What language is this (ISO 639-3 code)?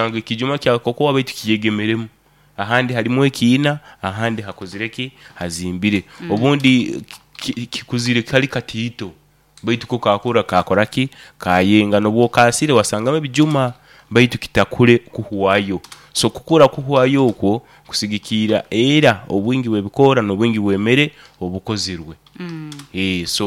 nyo